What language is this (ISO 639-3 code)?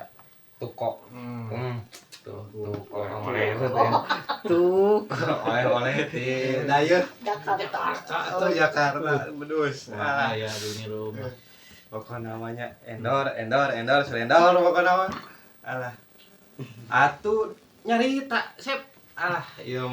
sun